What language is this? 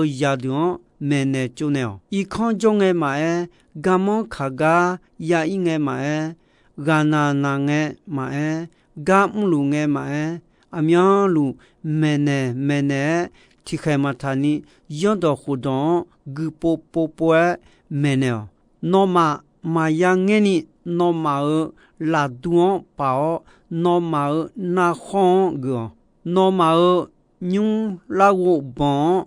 Akha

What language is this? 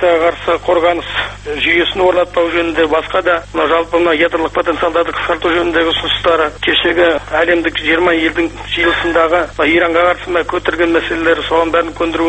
Kazakh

